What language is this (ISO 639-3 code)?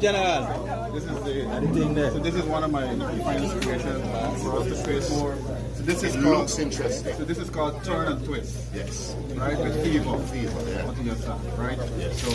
jam